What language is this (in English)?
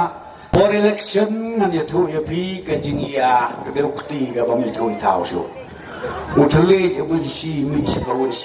Khasi